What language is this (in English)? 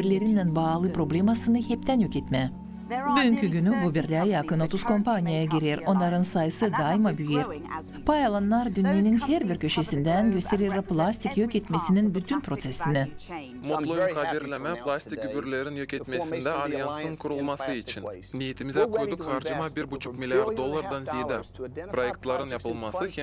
Gagauz